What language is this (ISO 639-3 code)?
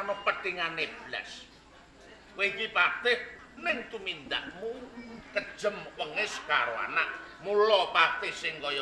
jav